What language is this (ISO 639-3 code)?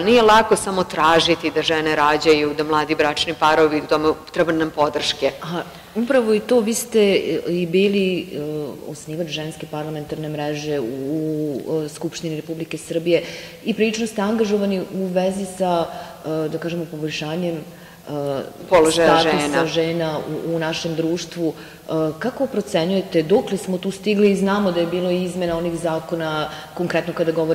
srp